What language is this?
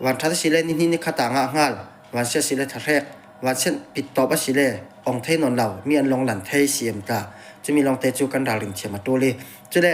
Falam Chin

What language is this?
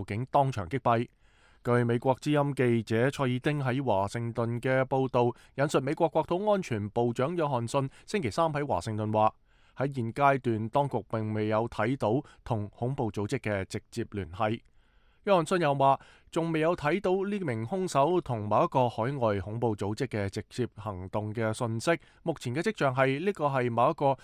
Cantonese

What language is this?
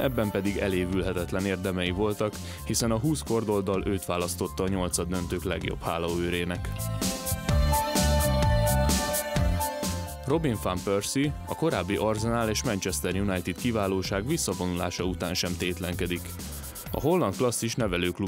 Hungarian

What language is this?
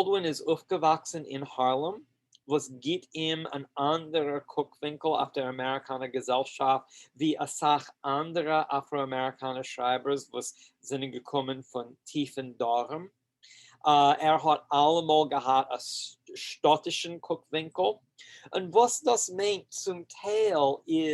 Yiddish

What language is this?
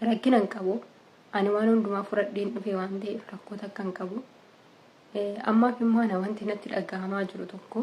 Oromo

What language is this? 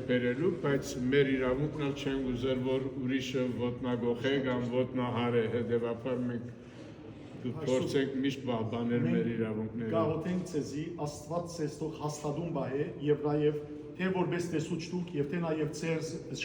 Western Armenian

